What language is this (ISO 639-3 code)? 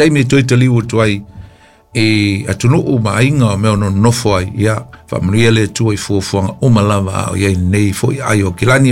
smo